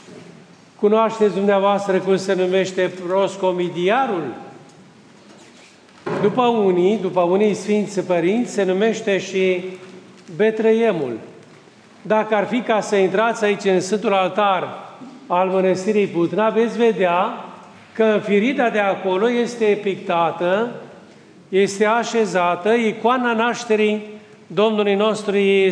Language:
Romanian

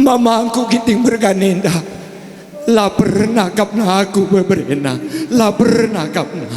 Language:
Batak Karo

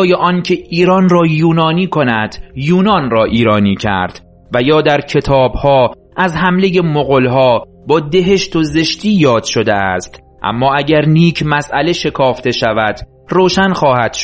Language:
Persian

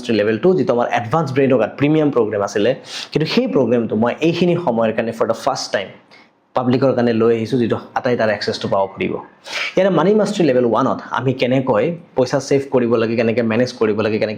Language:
Assamese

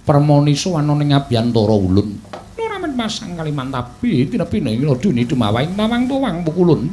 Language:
Javanese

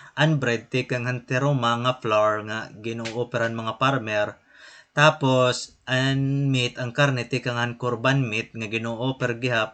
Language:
Waray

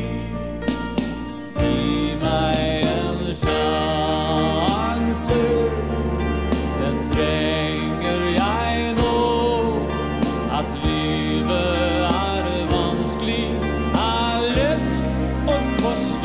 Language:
Norwegian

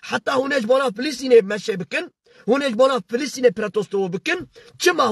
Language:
Kurdish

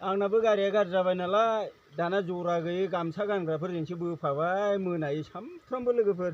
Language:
Bodo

